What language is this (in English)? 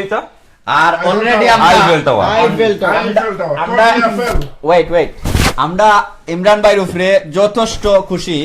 Sylheti